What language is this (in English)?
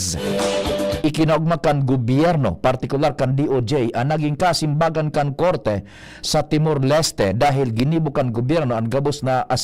Bikol